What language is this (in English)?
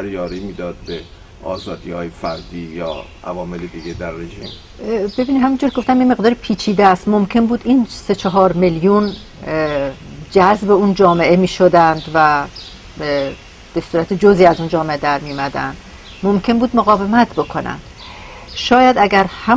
Persian